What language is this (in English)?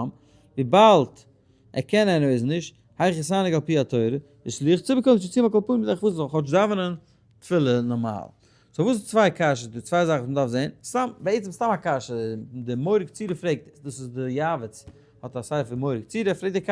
Yiddish